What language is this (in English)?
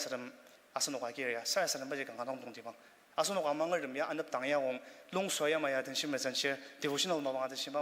Ao Naga